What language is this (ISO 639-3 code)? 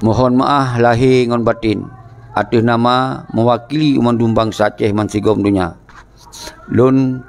ace